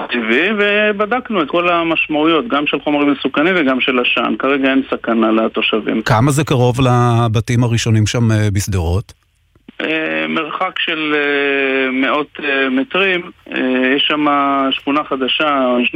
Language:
Hebrew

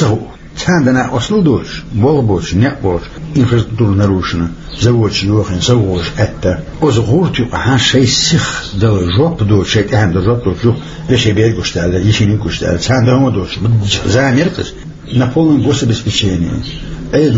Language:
Chechen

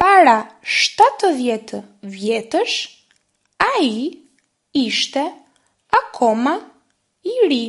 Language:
Albanian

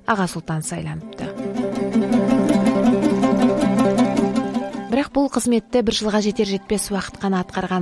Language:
Kazakh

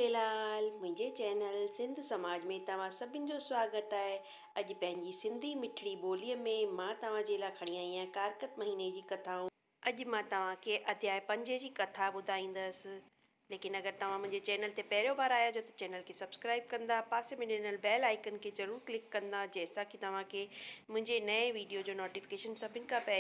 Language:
Sindhi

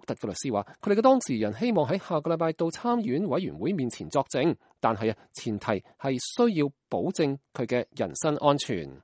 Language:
Cantonese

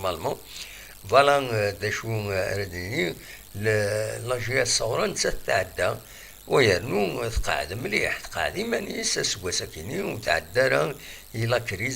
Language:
Kabyle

